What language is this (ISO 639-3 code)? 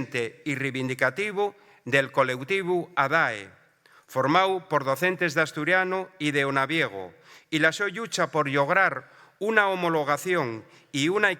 ast